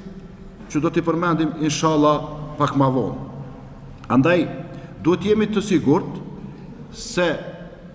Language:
Albanian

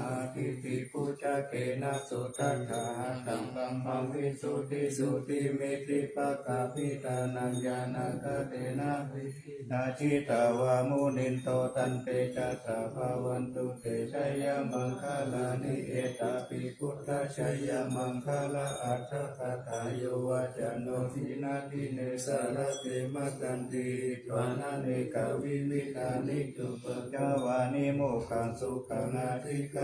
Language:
Pali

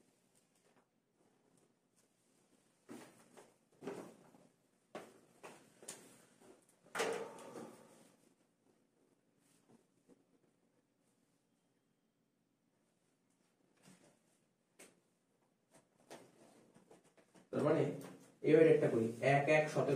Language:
Bangla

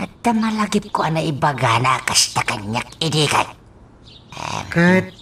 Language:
Iloko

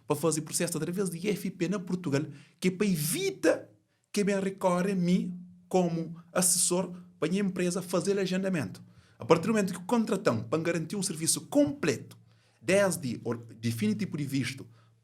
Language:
Kabuverdianu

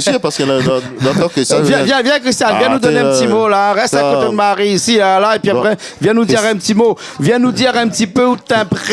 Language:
Réunion Creole French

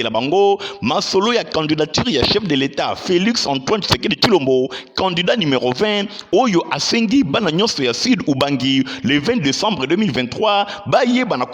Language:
Lingala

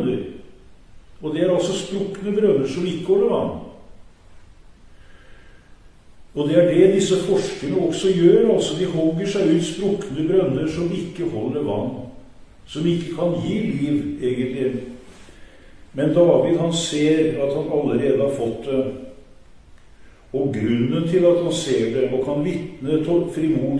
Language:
Norwegian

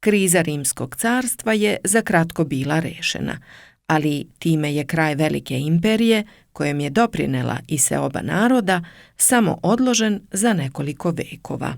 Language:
Serbian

